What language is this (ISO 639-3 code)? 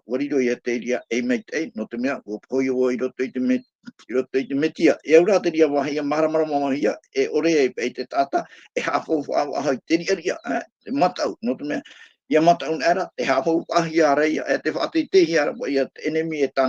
tah